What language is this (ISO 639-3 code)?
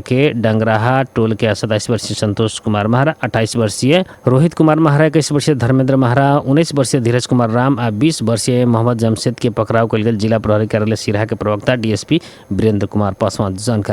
bho